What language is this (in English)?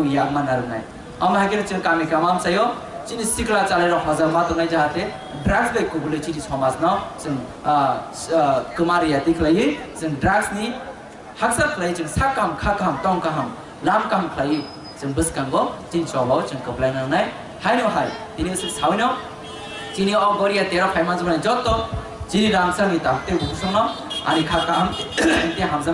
Kok Borok